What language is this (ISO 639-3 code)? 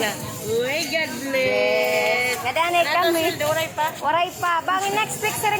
war